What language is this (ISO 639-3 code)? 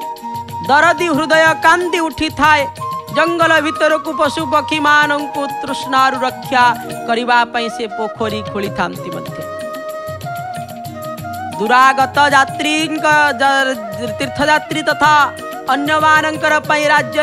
ori